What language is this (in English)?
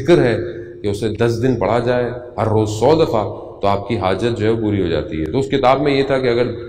Urdu